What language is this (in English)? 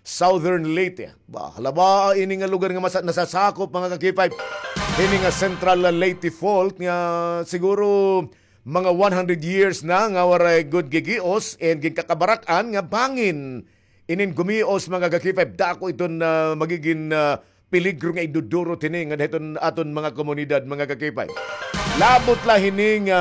Waray